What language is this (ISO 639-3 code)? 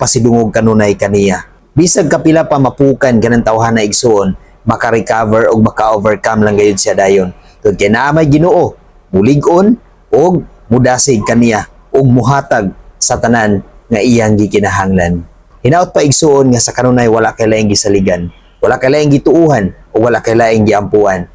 ceb